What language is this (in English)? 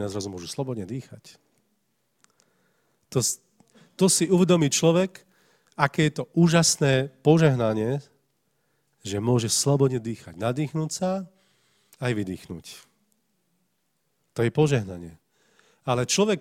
Slovak